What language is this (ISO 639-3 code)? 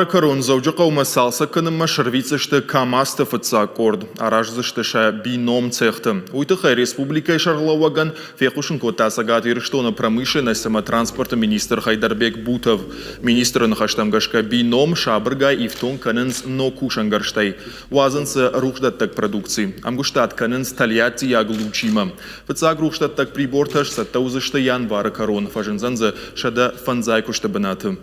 oss